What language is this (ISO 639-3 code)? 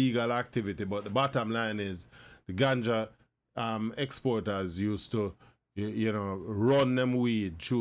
jam